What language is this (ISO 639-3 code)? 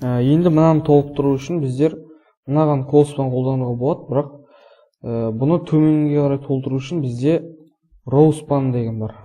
kaz